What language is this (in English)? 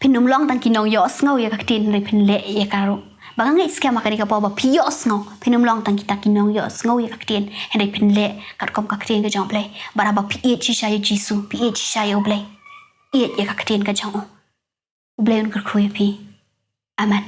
Khasi